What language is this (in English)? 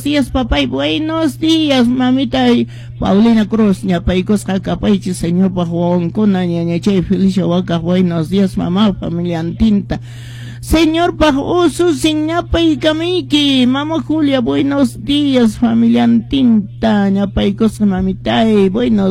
Quechua